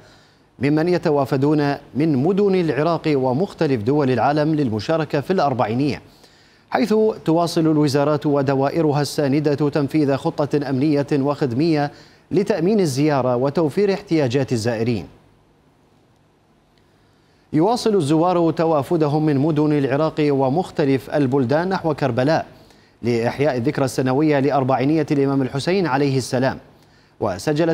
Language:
Arabic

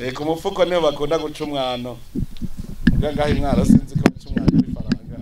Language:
Rundi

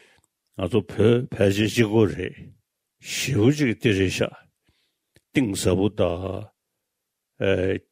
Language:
Tibetan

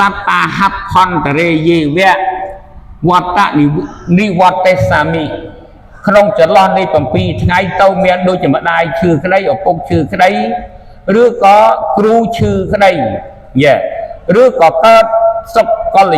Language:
Khmer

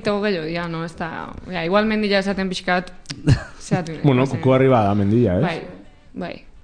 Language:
Basque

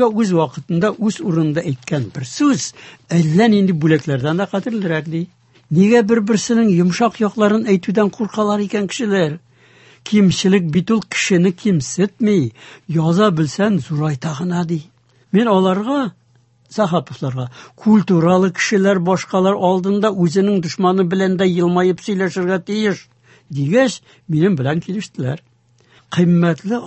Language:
Tatar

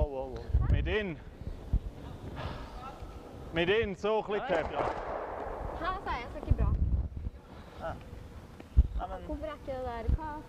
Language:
Norwegian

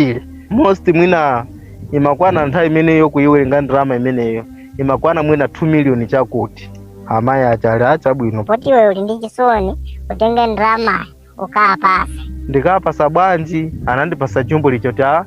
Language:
Nyanja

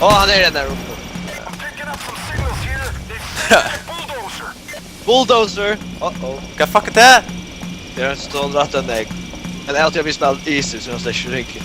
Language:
Faroese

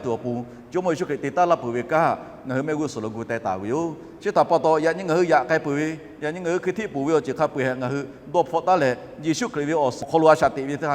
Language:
Lahu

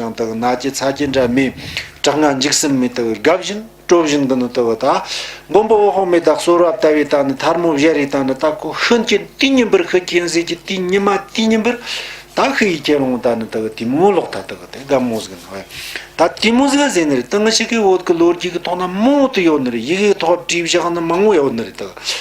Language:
Tibetan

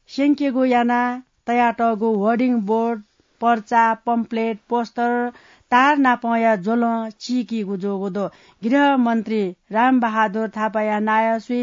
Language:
Newari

